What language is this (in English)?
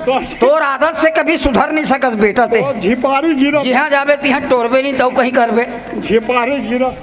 Chhattisgarhi